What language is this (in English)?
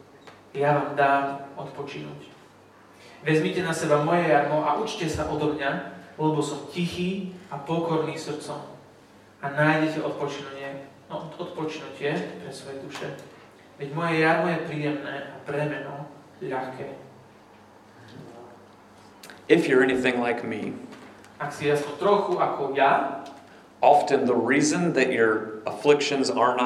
Slovak